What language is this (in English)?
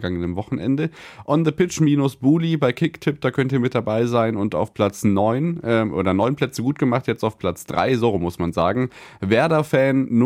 German